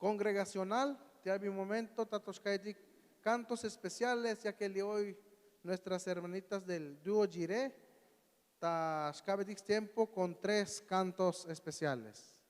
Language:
Tzotzil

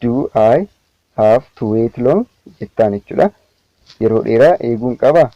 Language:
Oromo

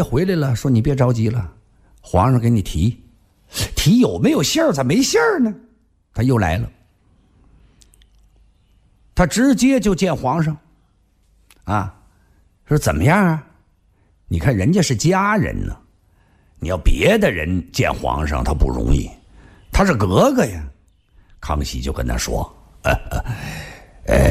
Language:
Chinese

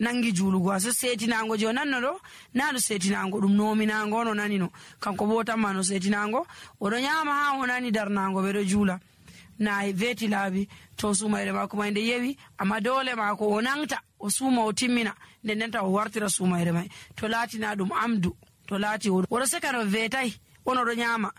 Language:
Nigerian Fulfulde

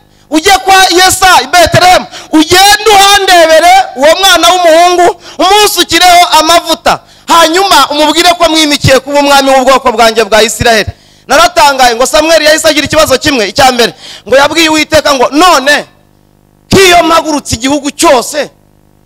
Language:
Kinyarwanda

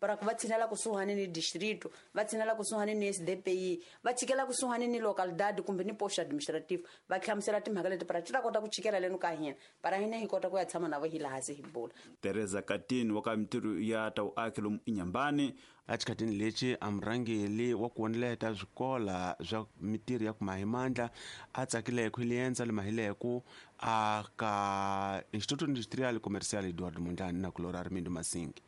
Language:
Tsonga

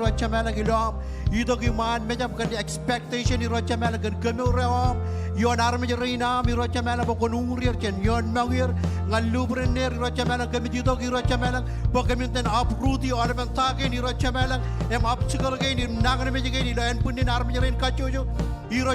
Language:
Marshallese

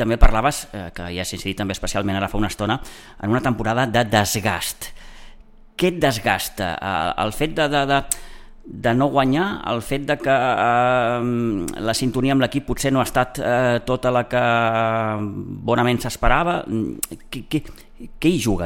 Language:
Catalan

